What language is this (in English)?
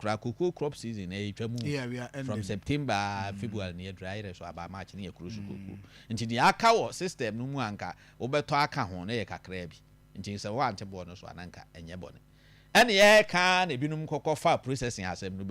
Akan